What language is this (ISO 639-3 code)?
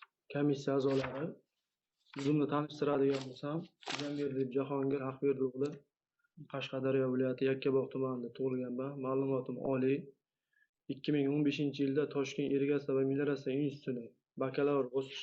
uzb